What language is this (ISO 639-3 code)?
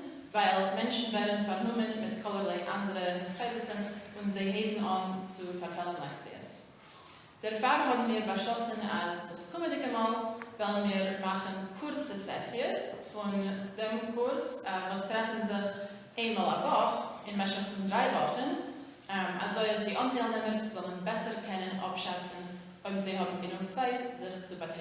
yid